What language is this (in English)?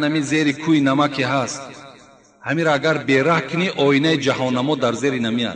Tajik